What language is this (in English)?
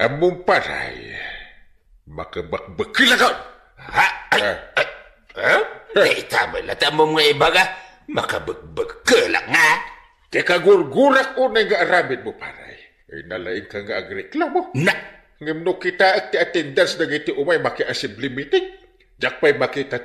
Iloko